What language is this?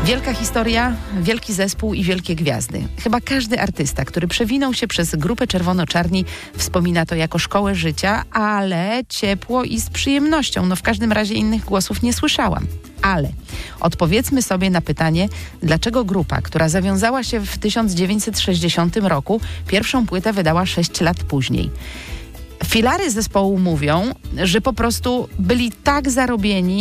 Polish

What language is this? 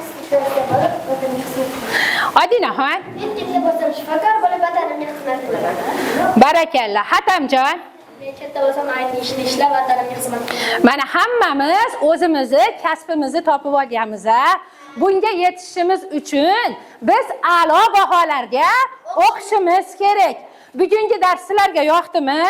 Uzbek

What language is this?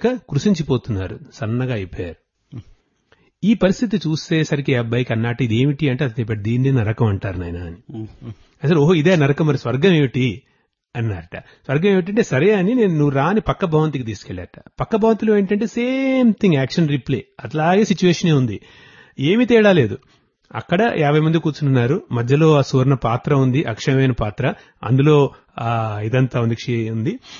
Telugu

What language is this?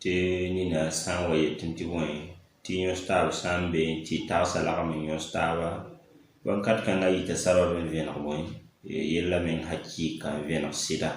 Mossi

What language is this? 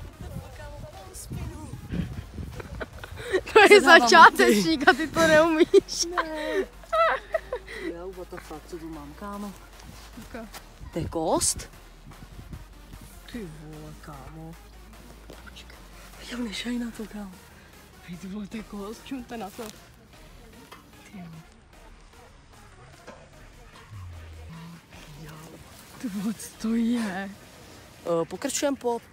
Czech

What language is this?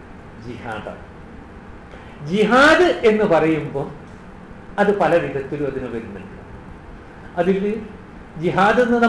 Malayalam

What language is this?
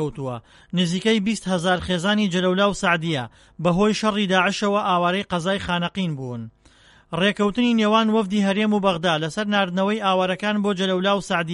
Central Kurdish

